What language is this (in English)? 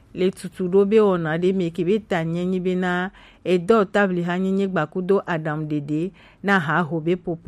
Gen